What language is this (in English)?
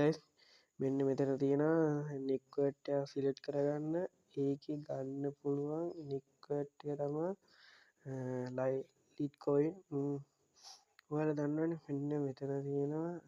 Sinhala